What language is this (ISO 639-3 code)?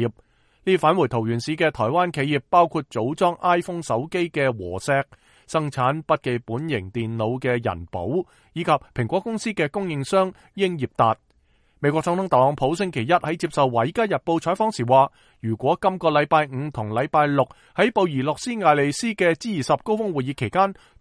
yue